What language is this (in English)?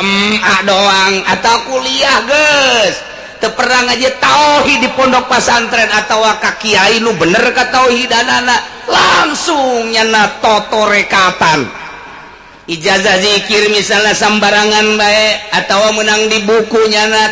Sundanese